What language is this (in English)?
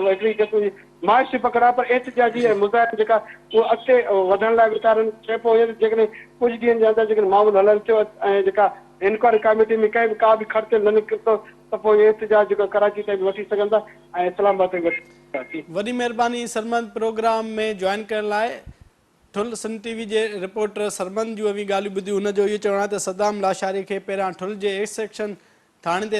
Sindhi